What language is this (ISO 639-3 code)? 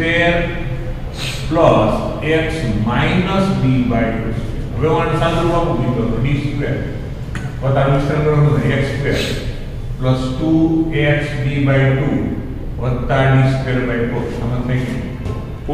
guj